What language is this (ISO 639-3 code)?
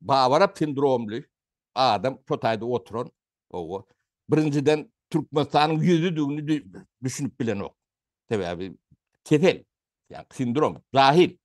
tuk